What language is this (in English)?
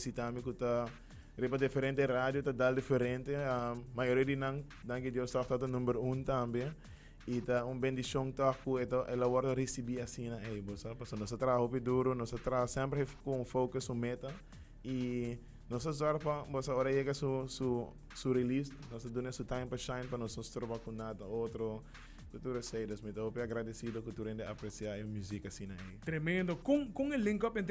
Papiamento